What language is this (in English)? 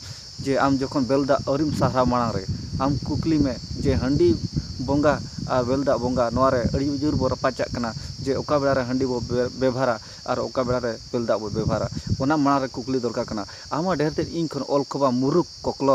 Santali